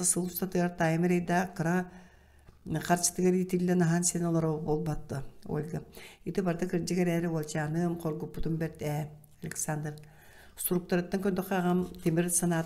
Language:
Yakut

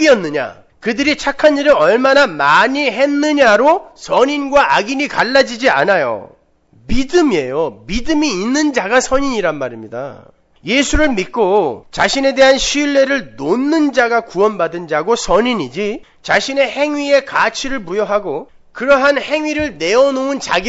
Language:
Korean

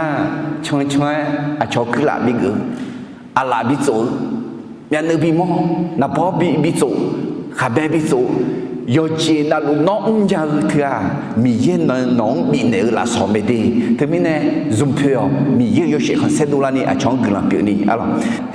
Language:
Akha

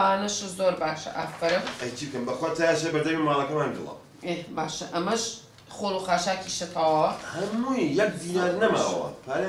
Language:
Central Kurdish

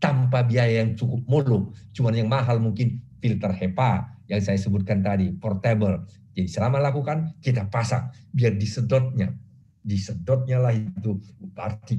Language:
Indonesian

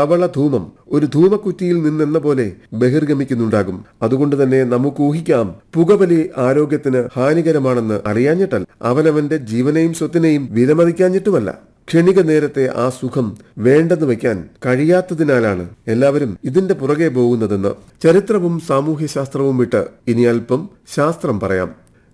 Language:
Malayalam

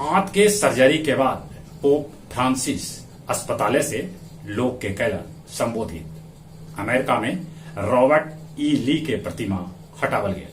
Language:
Magahi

